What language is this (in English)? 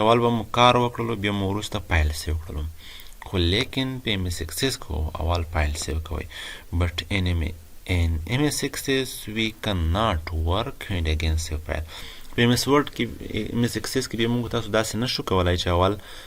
Pashto